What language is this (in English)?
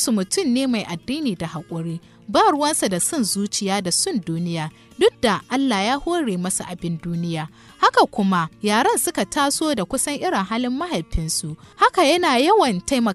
Hausa